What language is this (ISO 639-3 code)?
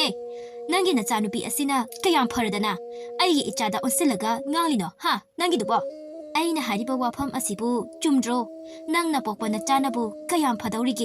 mni